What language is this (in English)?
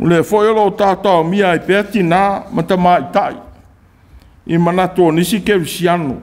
Samoan